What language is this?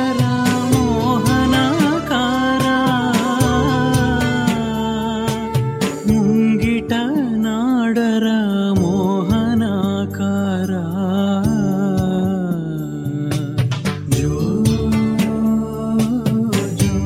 Telugu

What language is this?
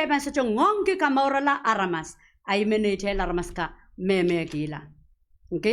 Pohnpeian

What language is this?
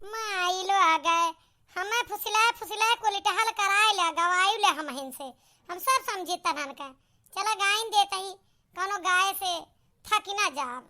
Awadhi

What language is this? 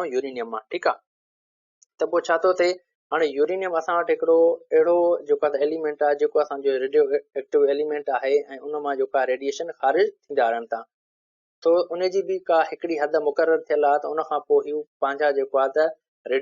Sindhi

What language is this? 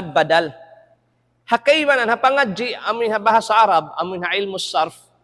Tausug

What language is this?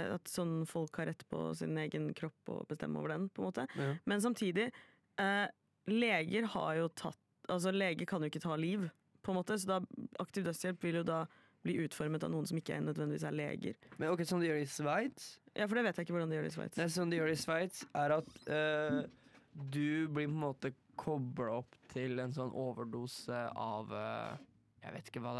Norwegian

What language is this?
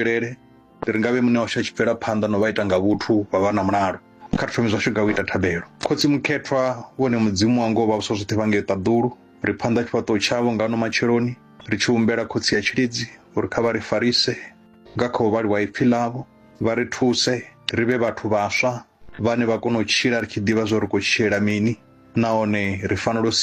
Venda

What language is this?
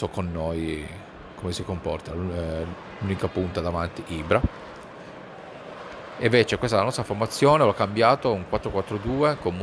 Italian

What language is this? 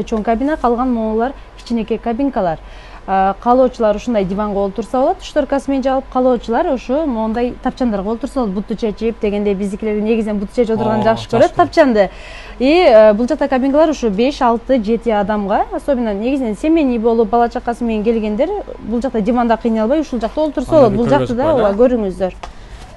Kyrgyz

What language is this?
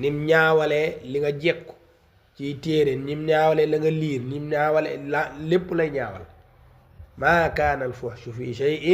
Wolof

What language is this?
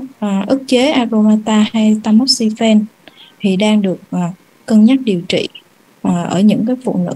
Vietnamese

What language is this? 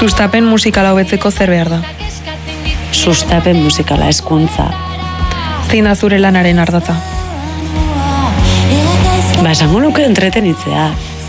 Basque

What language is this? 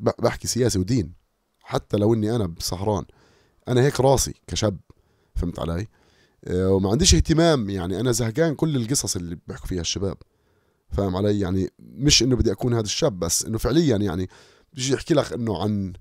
North Levantine Arabic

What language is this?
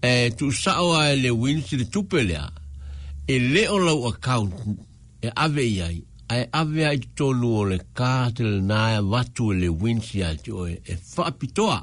Samoan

